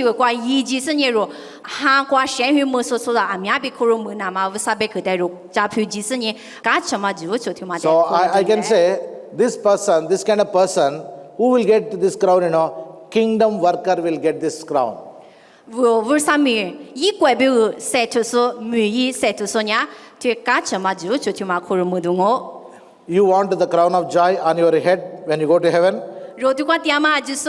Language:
Lisu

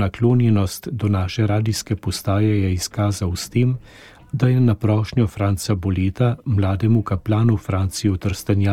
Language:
Slovenian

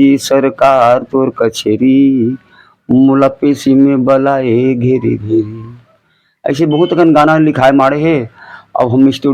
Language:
Chhattisgarhi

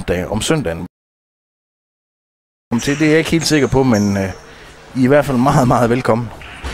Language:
Danish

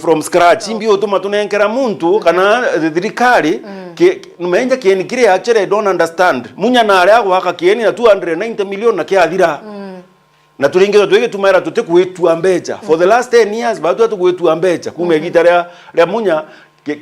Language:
Meru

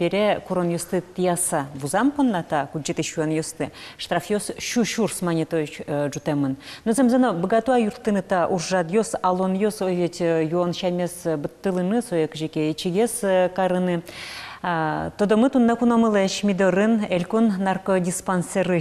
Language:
Udmurt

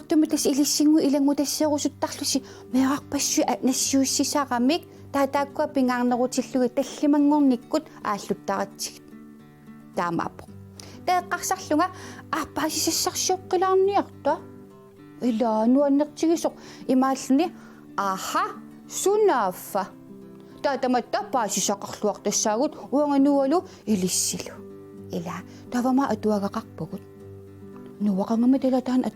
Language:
Kalaallisut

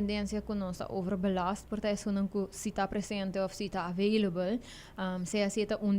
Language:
Papiamento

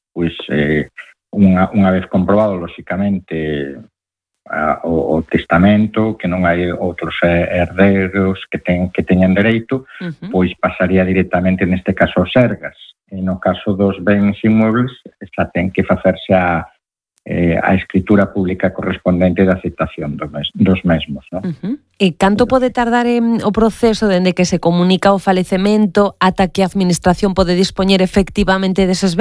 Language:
Galician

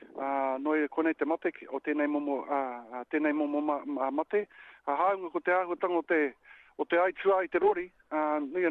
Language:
Māori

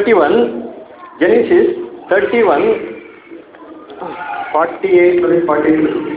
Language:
Kannada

